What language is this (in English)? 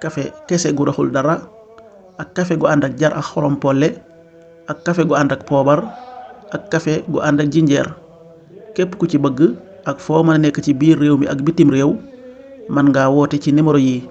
Wolof